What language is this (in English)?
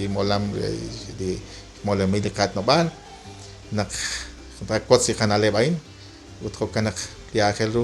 Kekchí